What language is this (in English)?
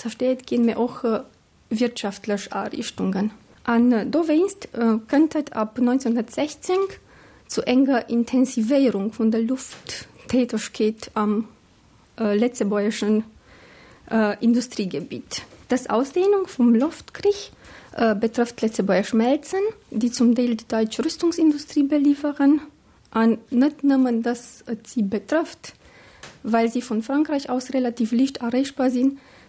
Luxembourgish